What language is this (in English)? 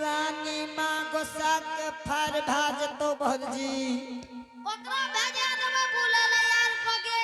Angika